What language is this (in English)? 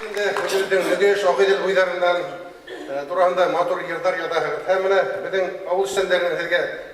Bashkir